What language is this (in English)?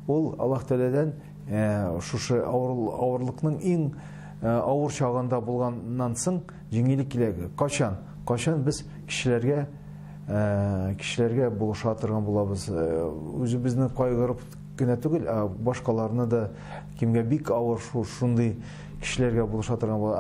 Tatar